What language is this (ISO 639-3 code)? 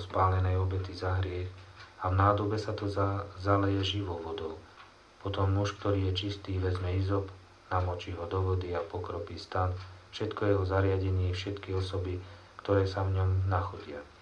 slk